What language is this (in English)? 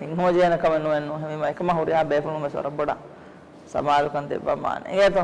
Divehi